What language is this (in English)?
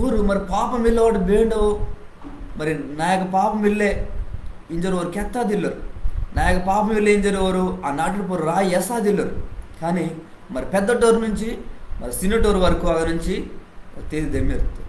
Koya